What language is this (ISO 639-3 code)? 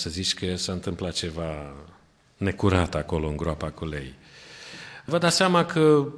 ron